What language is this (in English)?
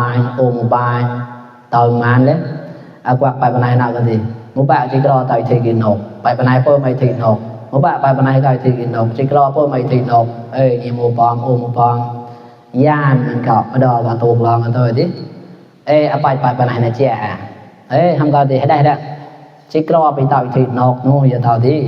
Mon